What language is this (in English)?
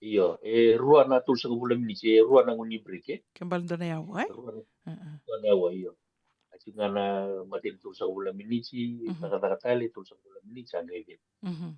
Fijian